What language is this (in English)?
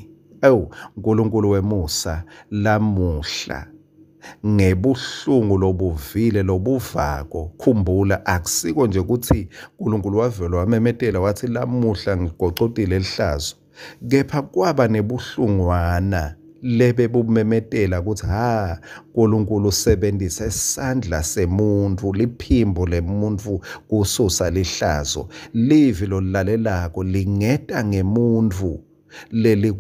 Swati